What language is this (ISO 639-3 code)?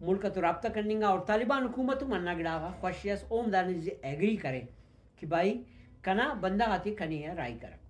brh